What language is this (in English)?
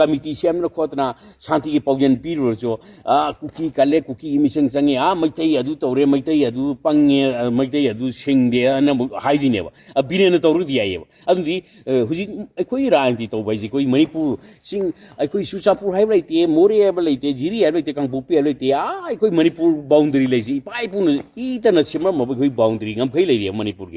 Manipuri